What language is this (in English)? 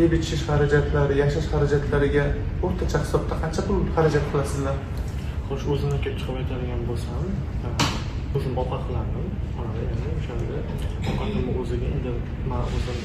Uzbek